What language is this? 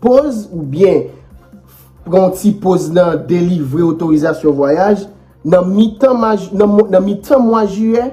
Haitian Creole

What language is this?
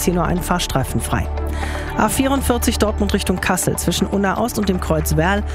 German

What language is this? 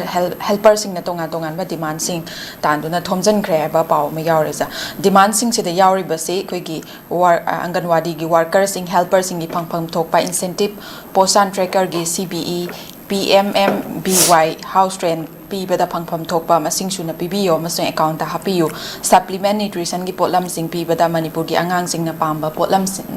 Manipuri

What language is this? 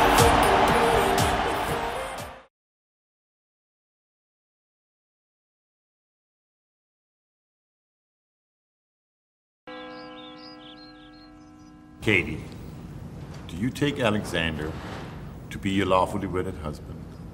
English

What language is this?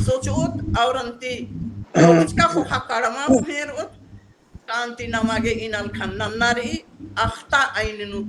Kurukh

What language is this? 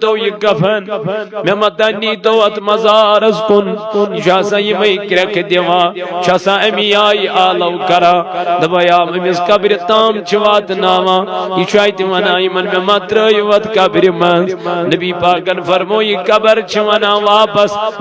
Kashmiri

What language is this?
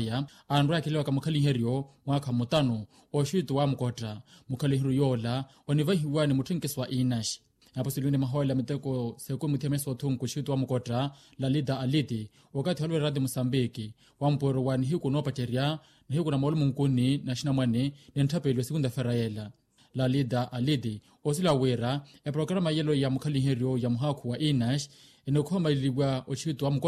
Makhuwa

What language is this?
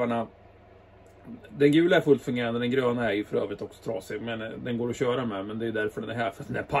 Swedish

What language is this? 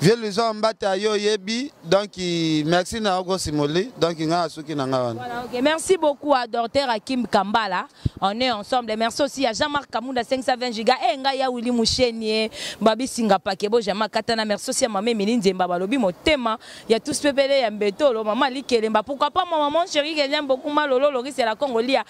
Lingala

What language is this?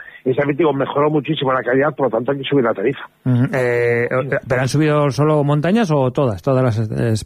Spanish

